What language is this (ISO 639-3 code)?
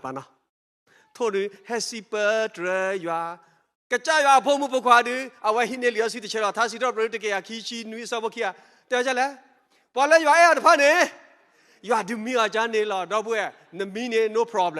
ksw